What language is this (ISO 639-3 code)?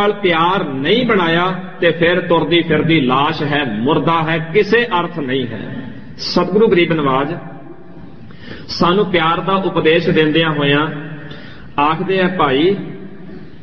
pan